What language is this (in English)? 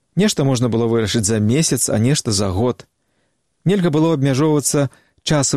Belarusian